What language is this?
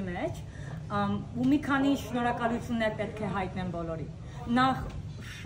Western Armenian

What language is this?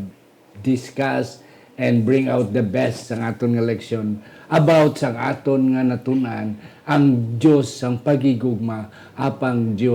Hiligaynon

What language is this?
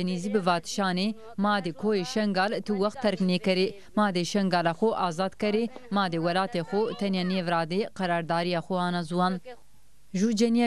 Zaza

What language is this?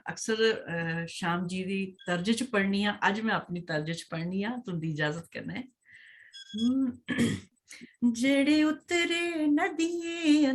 Dogri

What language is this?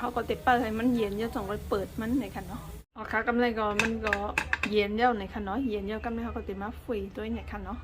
Shan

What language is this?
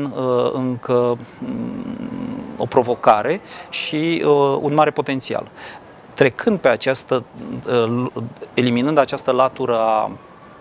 Romanian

